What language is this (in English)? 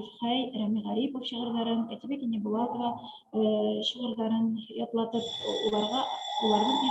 Bashkir